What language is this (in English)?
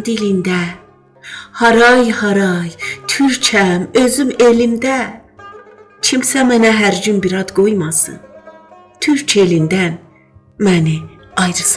South Azerbaijani